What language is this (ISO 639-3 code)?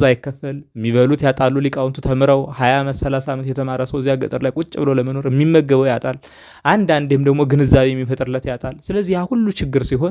amh